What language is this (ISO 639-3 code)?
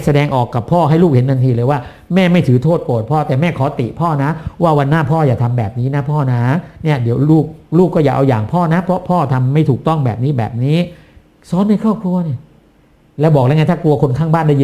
tha